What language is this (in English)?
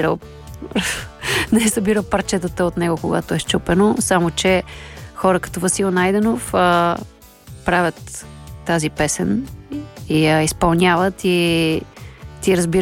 Bulgarian